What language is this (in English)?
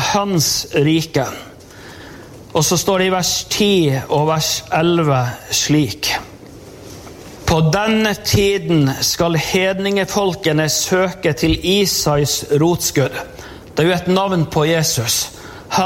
Norwegian